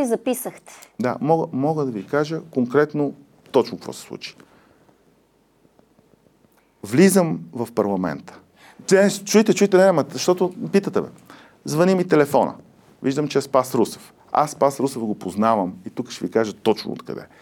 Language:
Bulgarian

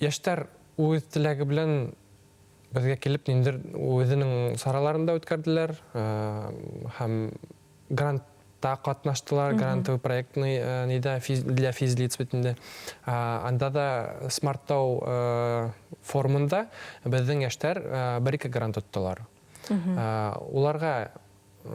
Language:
Bashkir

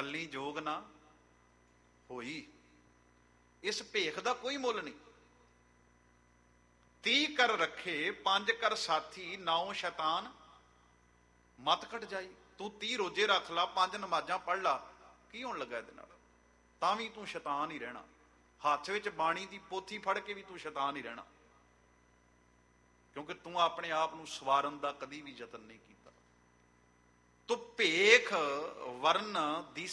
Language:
Punjabi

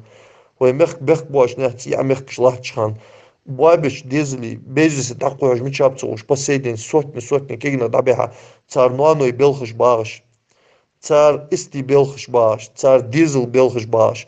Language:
Ingush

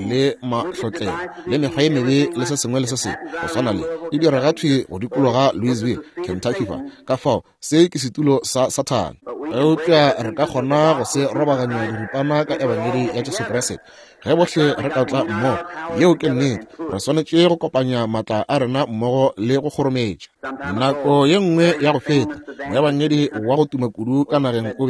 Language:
Northern Sotho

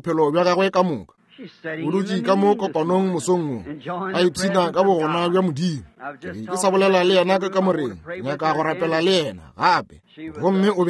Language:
Northern Sotho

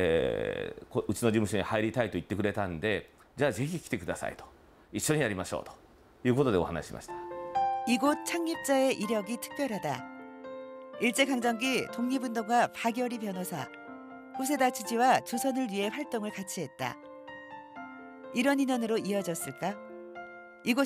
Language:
Korean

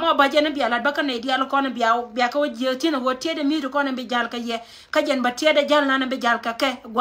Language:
Nuer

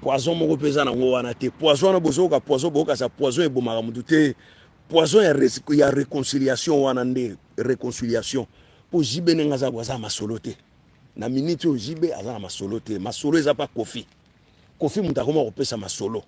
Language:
Lingala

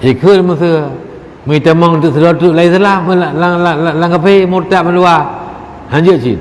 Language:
Achinese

